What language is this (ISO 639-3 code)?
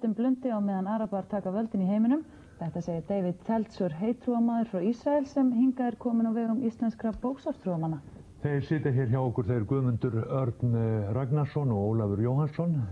isl